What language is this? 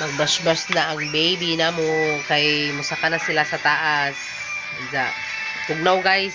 Cebuano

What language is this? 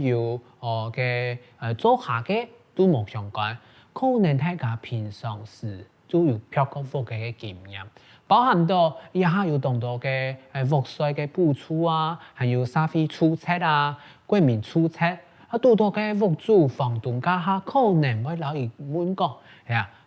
Hakka Chinese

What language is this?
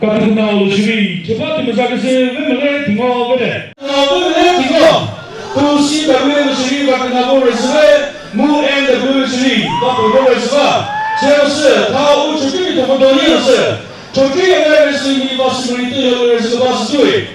Chokri Naga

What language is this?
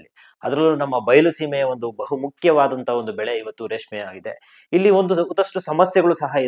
Kannada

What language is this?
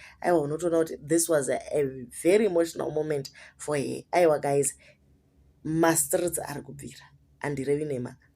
Shona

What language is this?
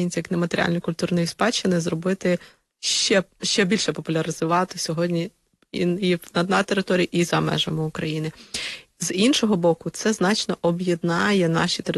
Ukrainian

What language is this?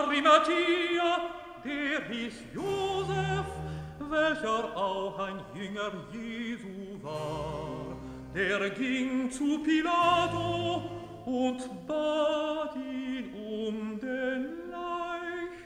German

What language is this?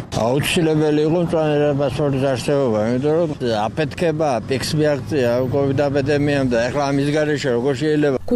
Georgian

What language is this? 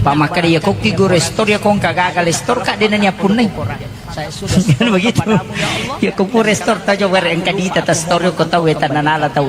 Buginese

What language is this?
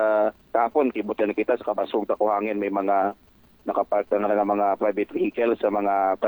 Aklanon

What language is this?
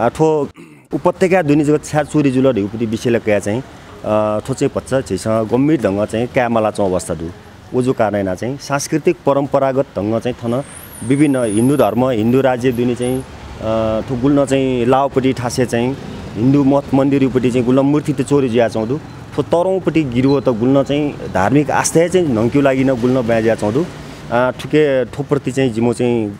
Newari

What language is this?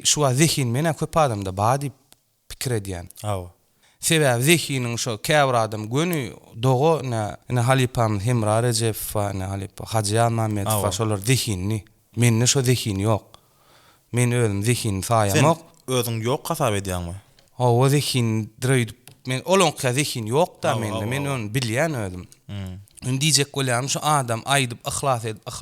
Turkmen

